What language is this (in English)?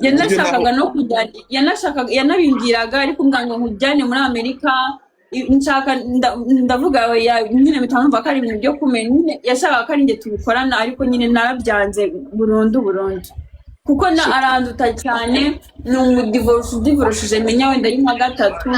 Kinyarwanda